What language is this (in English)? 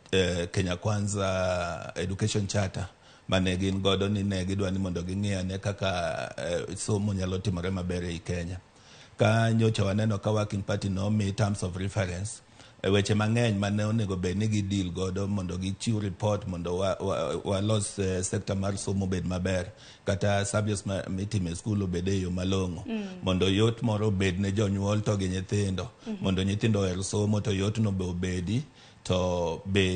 Luo (Kenya and Tanzania)